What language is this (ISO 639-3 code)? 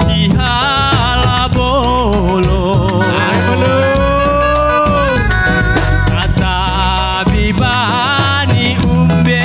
bts